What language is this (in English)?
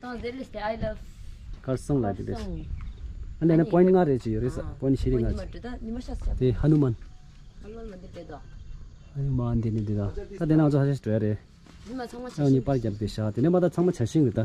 Tibetan